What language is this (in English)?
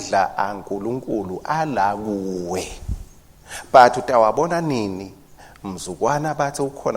Swati